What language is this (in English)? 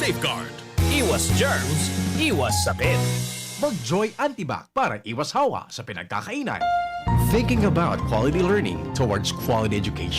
Bikol